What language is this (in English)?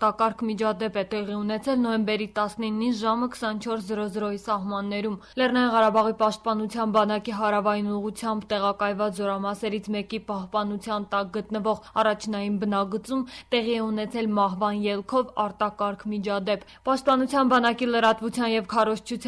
Armenian